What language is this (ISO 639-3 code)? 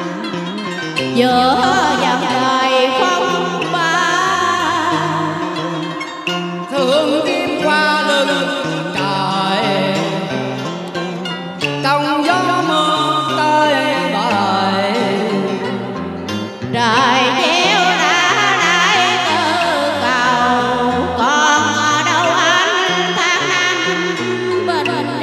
vie